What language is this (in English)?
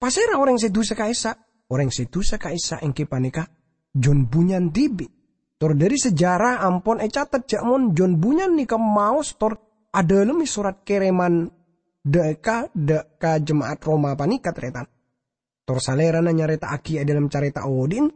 Madurese